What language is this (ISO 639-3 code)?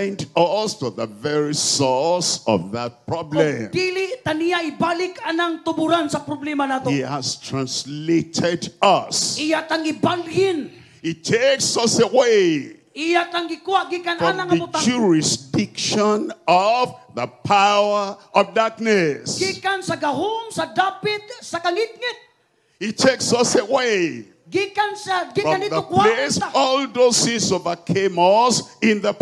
ceb